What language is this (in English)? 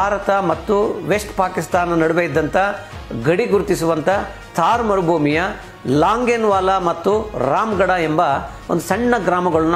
Kannada